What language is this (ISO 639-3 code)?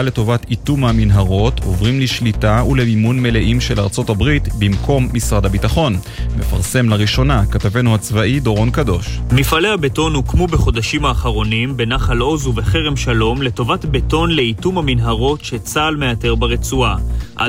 heb